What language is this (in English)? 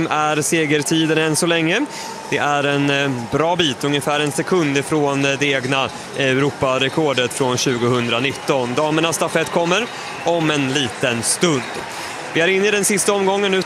Swedish